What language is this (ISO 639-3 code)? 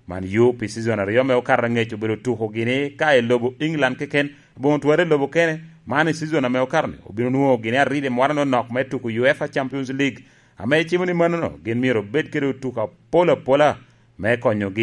laj